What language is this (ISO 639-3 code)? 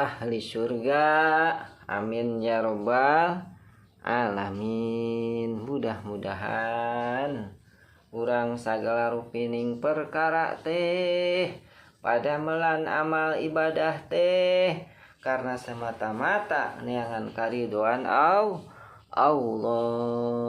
sun